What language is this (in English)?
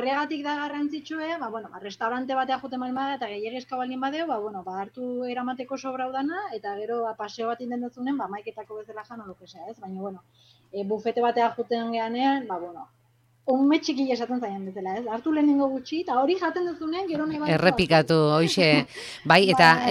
Basque